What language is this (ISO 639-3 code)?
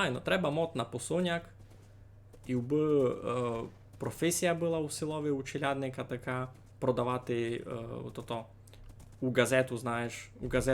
rue